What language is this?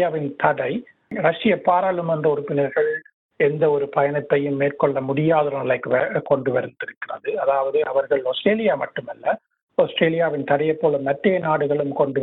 Tamil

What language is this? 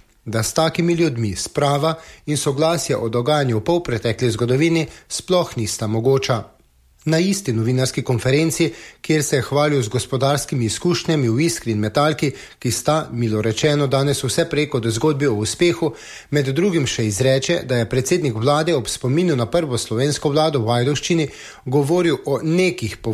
Slovenian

